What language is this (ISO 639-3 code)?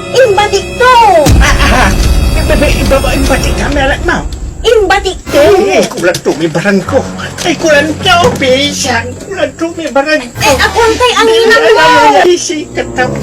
pag